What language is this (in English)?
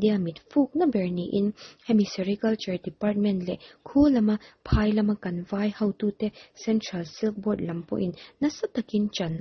Mizo